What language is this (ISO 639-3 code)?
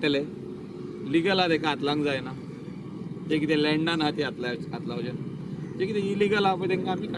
kok